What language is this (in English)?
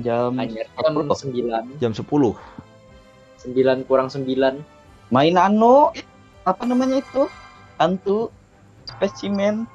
Banjar